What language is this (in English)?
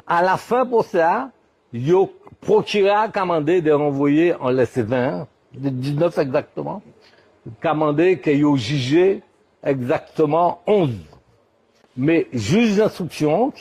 Guadeloupean Creole French